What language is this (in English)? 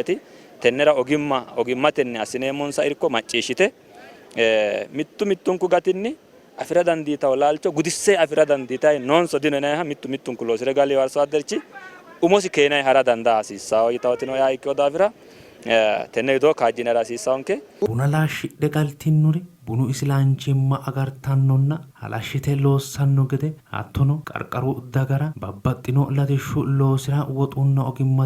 Sidamo